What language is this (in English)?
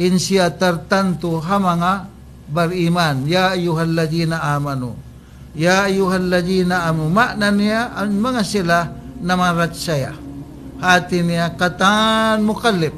Tausug